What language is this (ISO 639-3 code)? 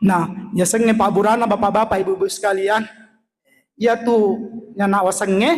bug